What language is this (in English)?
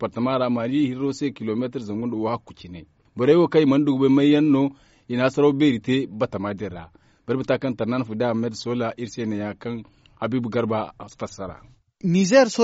Zarma